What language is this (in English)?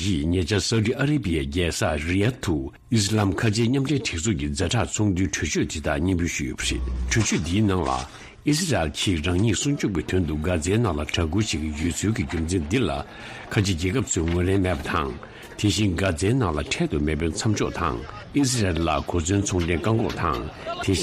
Tibetan